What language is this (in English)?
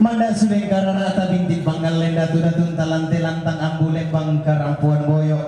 Toraja-Sa'dan